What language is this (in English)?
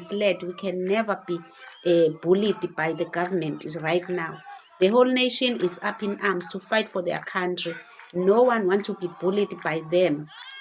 Zulu